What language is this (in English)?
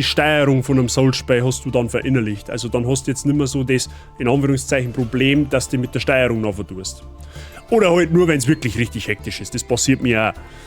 Bavarian